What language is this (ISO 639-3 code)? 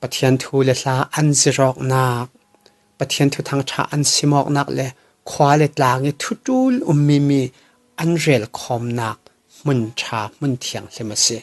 cfm